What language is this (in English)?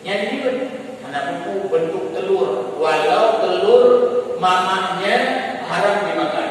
Achinese